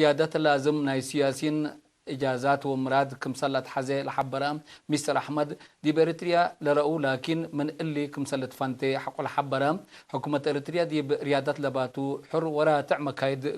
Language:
Tigre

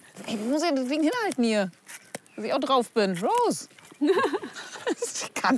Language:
German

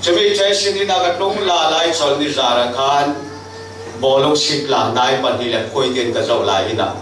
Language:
Falam Chin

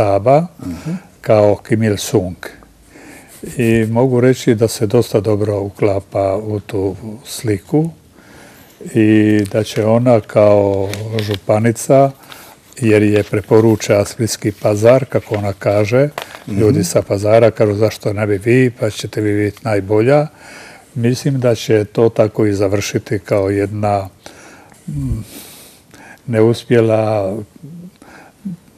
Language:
Croatian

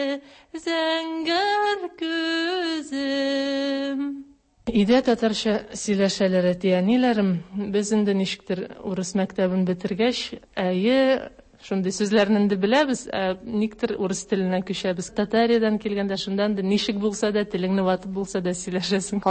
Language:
Tatar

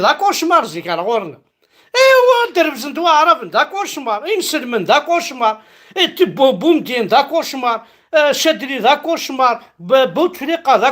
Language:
Kabyle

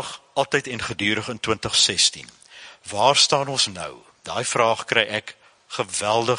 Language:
Afrikaans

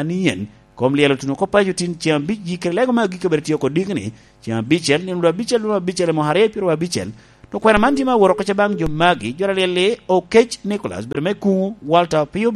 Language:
Lango (Uganda)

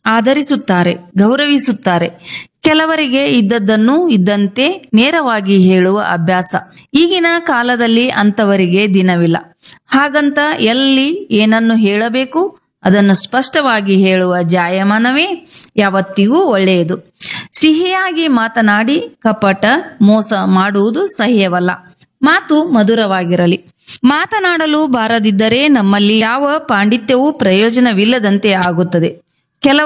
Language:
Kannada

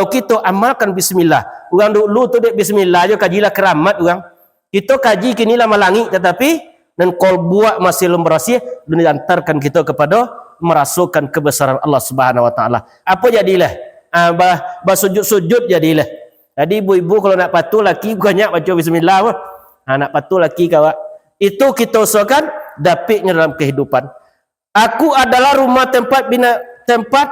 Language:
Minangkabau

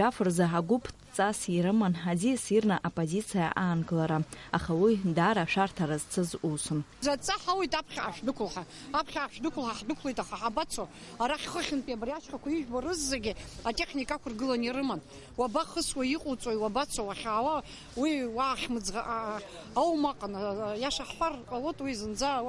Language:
Abkhazian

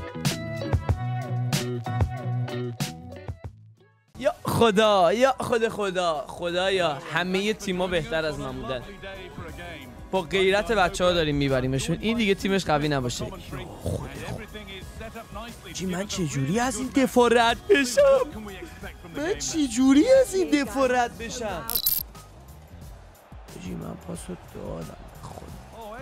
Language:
Persian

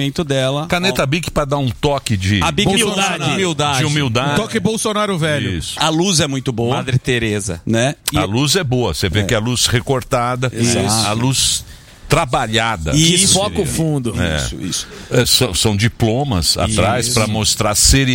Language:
Portuguese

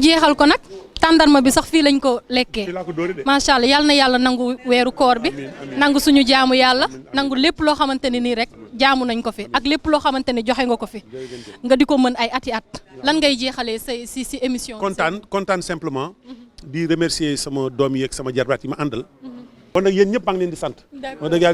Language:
Wolof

